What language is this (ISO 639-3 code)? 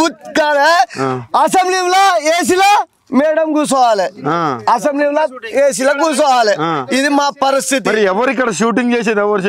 tel